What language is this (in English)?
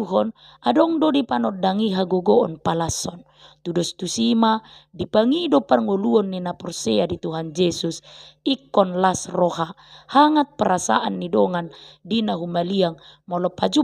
Batak Toba